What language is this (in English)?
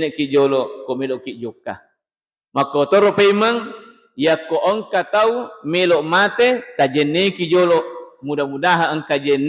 Buginese